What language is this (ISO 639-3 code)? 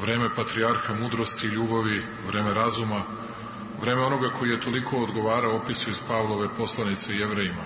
srp